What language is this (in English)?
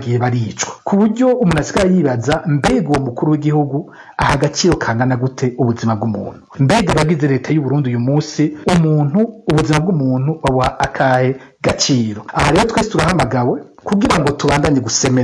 Rundi